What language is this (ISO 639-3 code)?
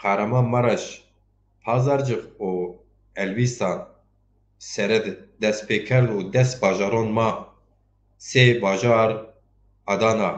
zza